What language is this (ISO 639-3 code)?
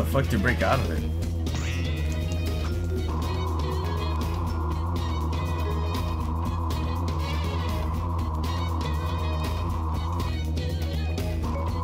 eng